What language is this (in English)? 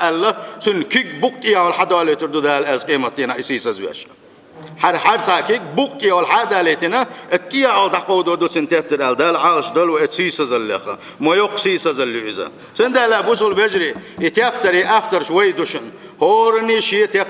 Chechen